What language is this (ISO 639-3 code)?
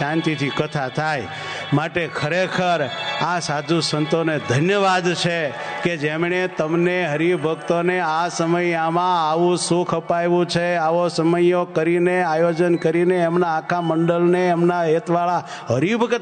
guj